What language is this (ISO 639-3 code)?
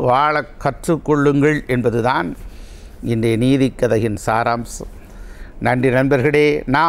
tam